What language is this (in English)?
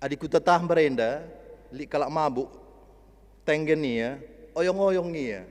Batak Karo